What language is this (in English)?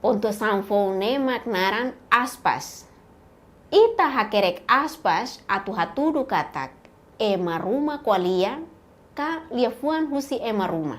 Tetum